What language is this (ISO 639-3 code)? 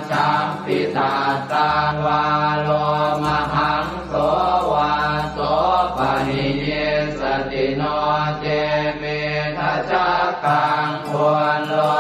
pli